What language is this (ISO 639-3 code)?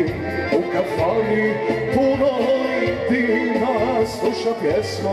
hrv